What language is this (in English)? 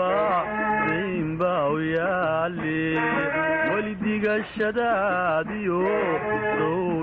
Somali